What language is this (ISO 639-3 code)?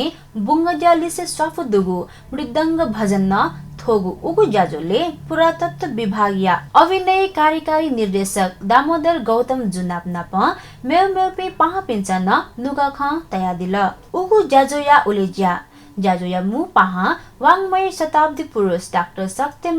new